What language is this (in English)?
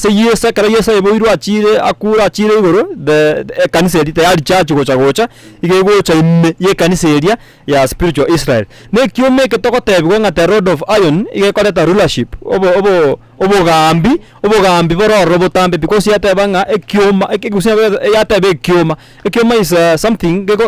Gusii